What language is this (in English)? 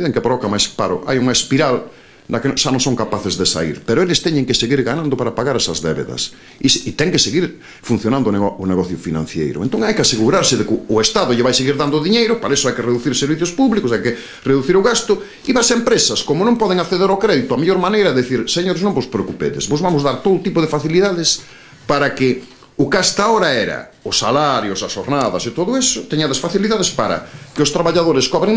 Galician